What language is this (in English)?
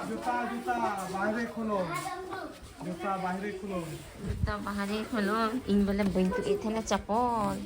Santali